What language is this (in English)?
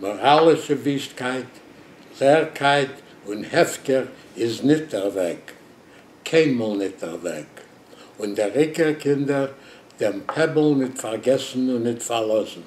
Yiddish